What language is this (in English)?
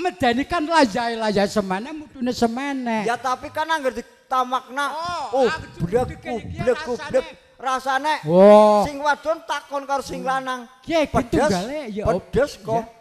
Javanese